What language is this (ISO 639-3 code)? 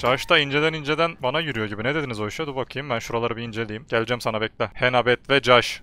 tur